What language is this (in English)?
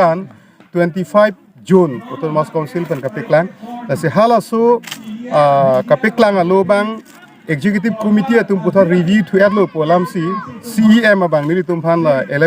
Karbi